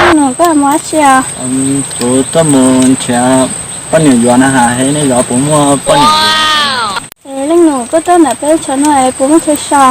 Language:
Hmong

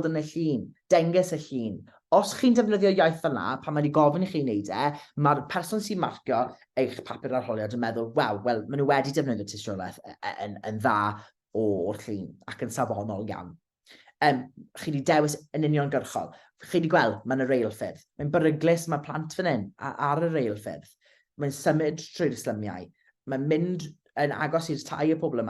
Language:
Welsh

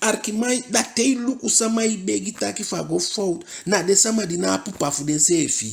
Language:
Eastern Maroon Creole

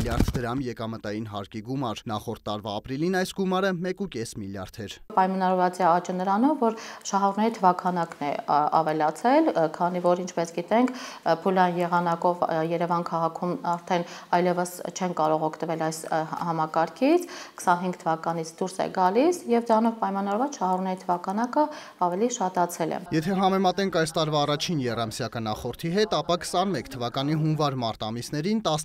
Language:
Armenian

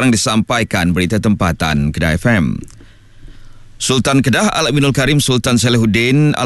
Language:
Malay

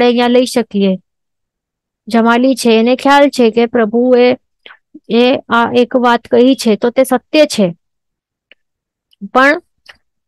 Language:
Gujarati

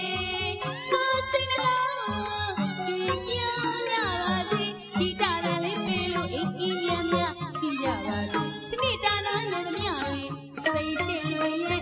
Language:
Burmese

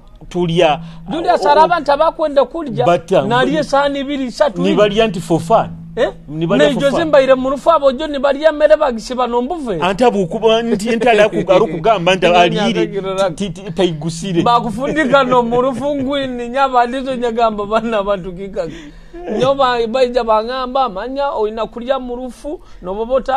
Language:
Nyoro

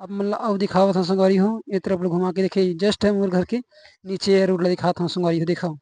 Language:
Chhattisgarhi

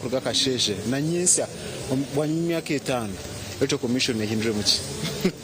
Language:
Nyankole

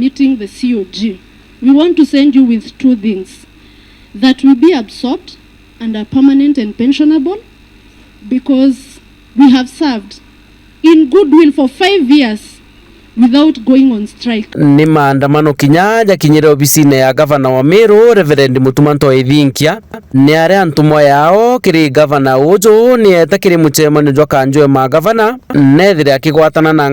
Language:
Meru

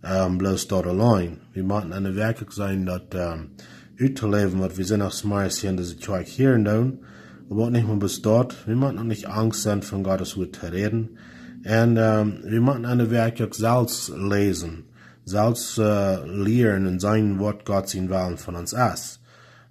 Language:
Plautdietsch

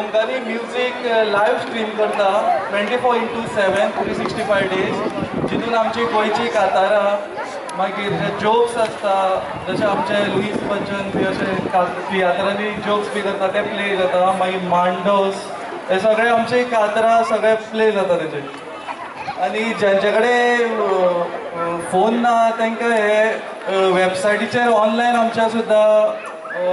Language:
Konkani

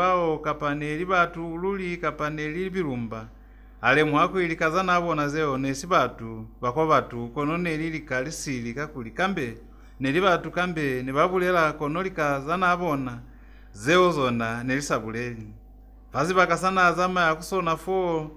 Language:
Lozi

